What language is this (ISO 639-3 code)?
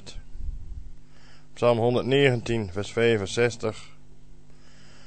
nld